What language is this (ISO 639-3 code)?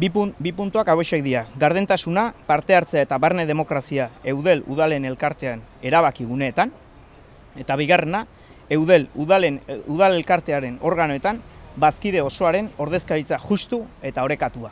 eus